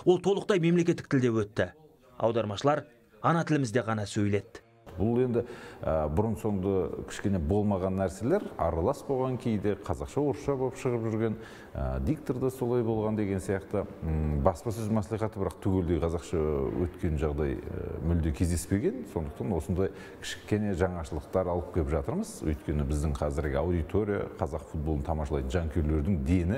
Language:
Kazakh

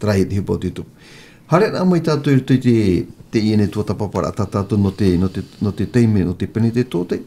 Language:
Tahitian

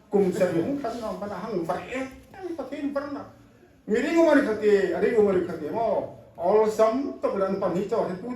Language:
Hmar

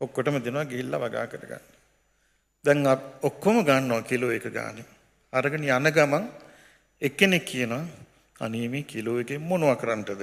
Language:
Sinhala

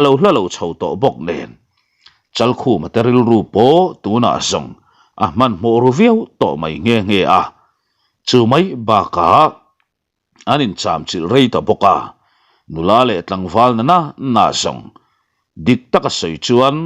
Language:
Mizo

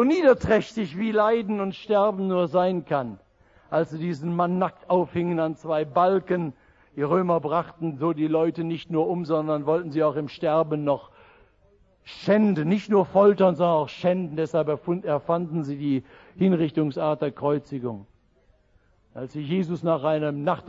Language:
German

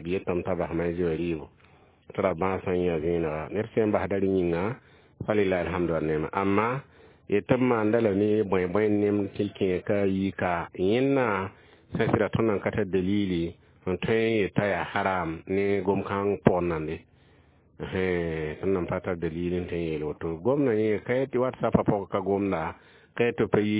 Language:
Mossi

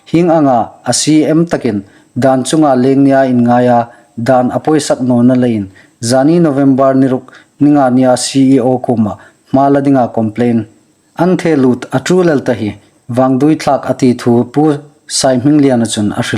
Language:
Hmar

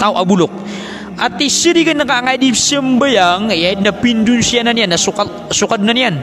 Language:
Maranao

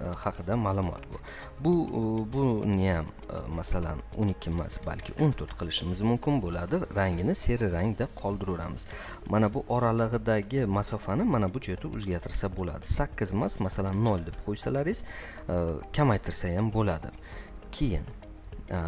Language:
Uzbek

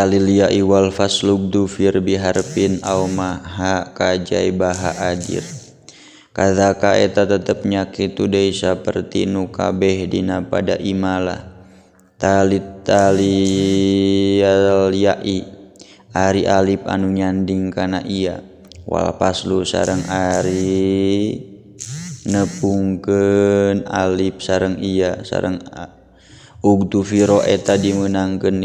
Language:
Sundanese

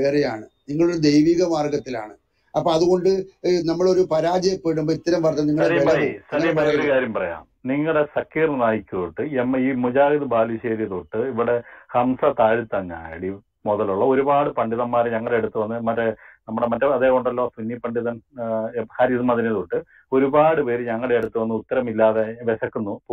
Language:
Malayalam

